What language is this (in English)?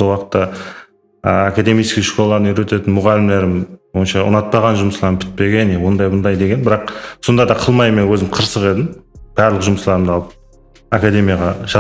Kara-Kalpak